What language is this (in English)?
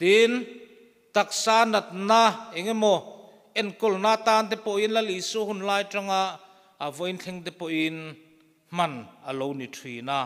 Mizo